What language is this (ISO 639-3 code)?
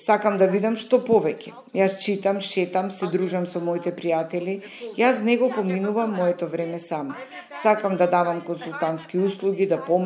mkd